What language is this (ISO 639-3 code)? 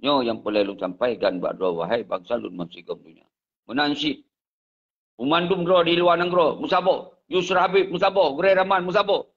ace